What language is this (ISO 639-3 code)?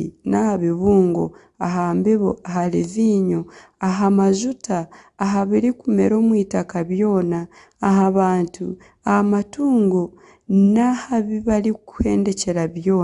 nyn